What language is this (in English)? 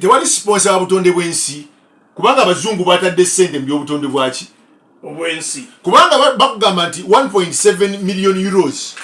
Ganda